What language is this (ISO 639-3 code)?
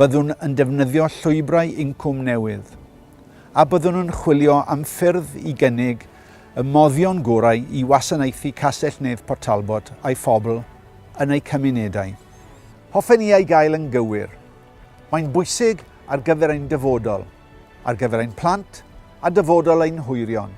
cym